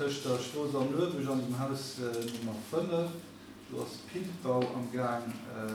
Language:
Luxembourgish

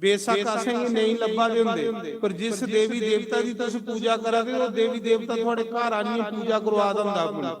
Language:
Dogri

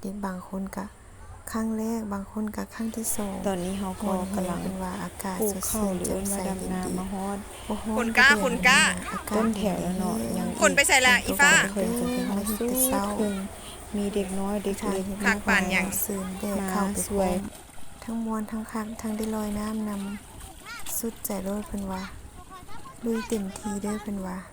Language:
Lao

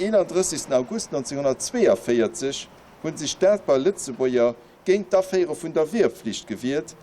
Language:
Luxembourgish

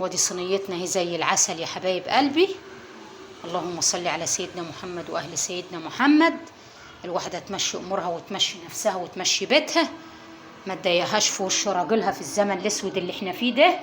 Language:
Egyptian Arabic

